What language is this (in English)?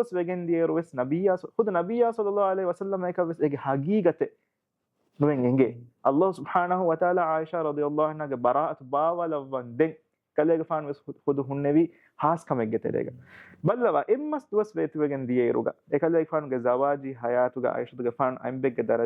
Divehi